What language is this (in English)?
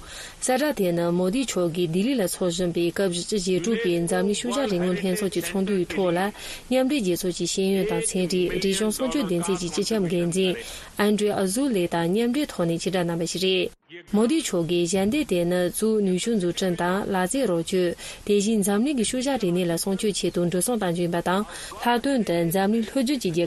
Tibetan